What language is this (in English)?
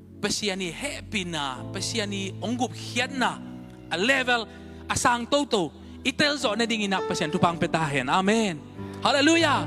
Tedim Chin